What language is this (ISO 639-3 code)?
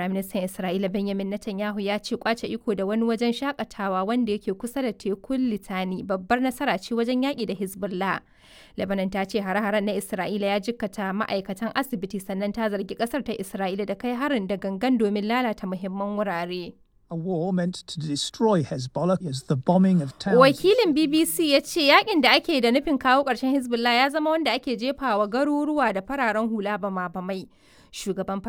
hau